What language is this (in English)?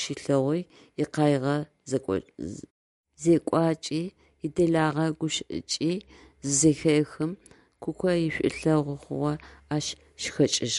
Adyghe